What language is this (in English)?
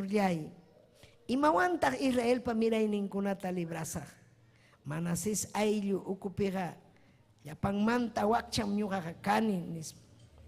Ayacucho Quechua